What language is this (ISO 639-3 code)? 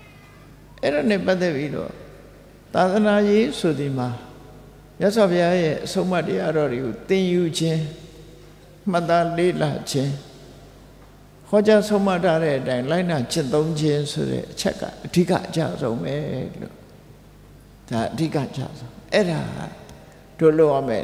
mya